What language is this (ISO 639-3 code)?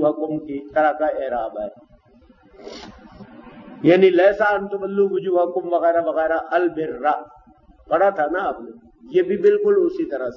urd